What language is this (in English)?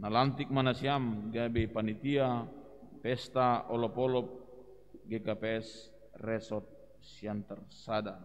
Batak Simalungun